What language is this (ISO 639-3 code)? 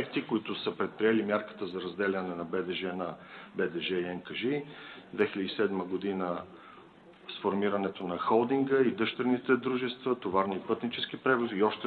bul